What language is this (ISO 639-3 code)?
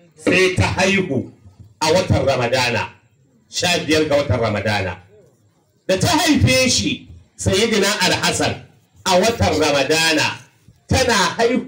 hau